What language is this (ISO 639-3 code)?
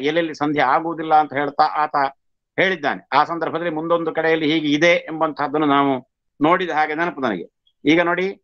kan